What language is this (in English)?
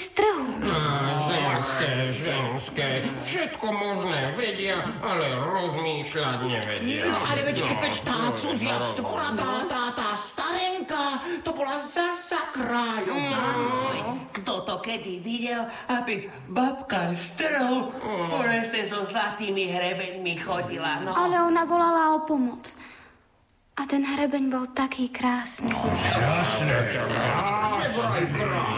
Slovak